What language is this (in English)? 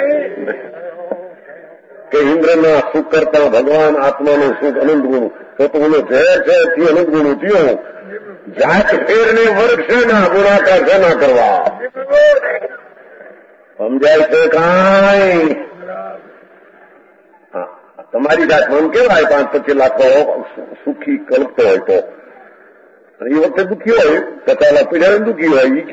Gujarati